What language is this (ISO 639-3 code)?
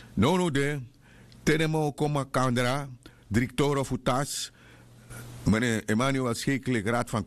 srn